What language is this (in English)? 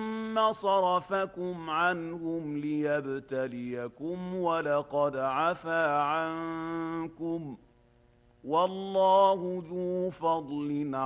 Arabic